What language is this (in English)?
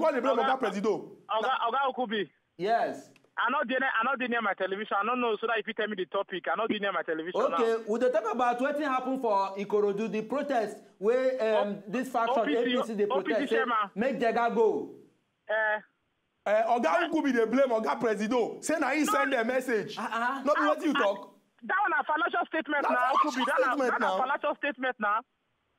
Nigerian Pidgin